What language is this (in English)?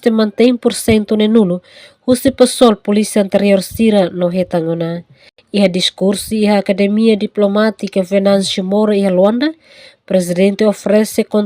Tetum